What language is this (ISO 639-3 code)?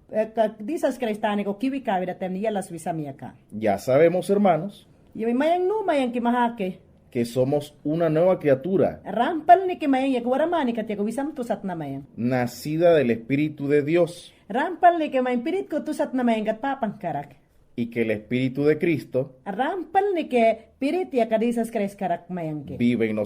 yan